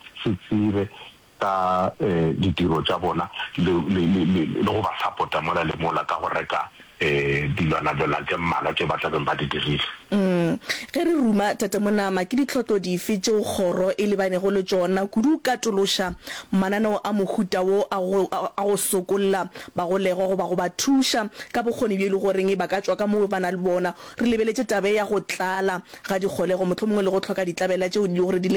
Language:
Northern Sotho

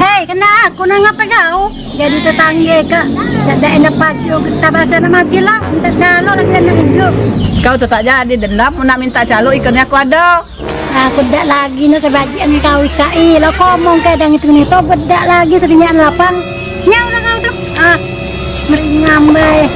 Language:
Musi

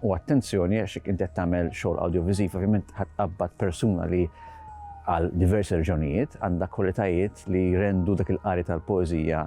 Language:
Maltese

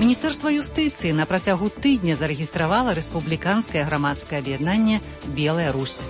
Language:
Belarusian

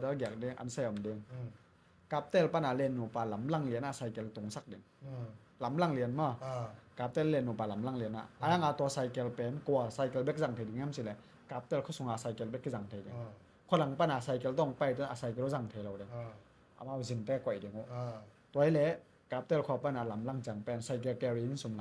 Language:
Tedim Chin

